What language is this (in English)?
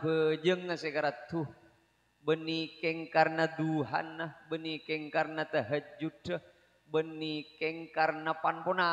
Madurese